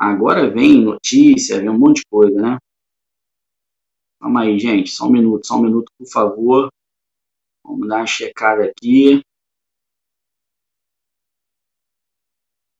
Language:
Portuguese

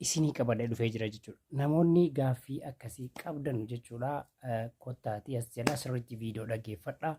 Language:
Oromo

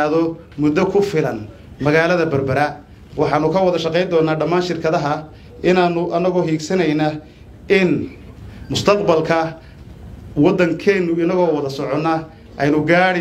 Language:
Somali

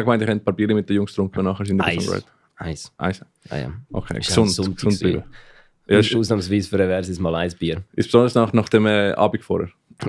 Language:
Swiss German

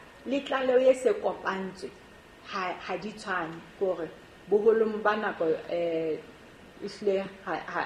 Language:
Southern Sotho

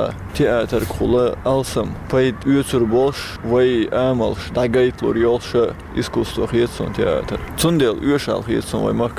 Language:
Chechen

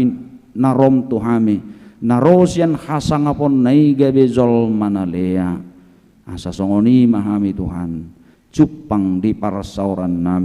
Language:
Batak Toba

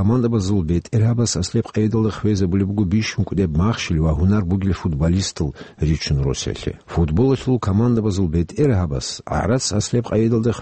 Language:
Avaric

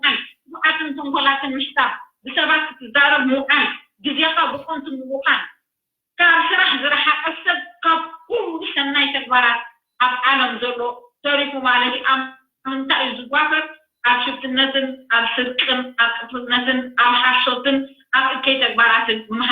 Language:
Tigrinya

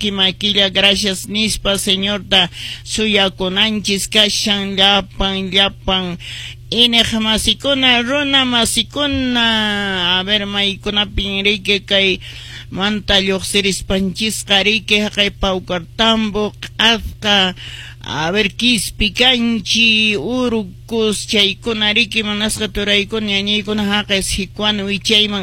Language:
Quechua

